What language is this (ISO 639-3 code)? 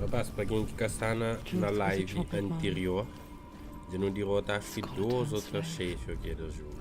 kea